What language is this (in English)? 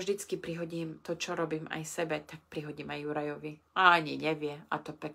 Slovak